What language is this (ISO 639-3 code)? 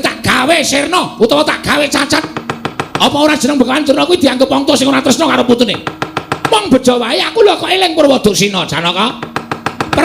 jav